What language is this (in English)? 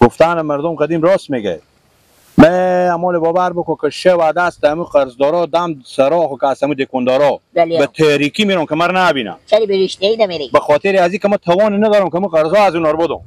Hazaragi